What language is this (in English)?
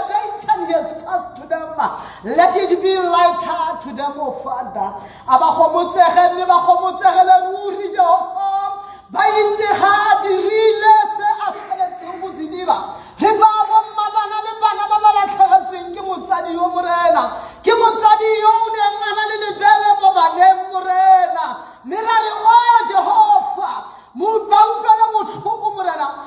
Tswana